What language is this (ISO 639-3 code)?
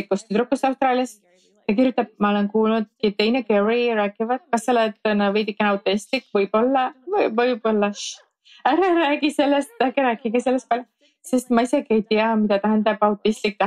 est